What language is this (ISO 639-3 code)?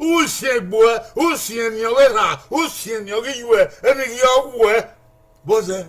bin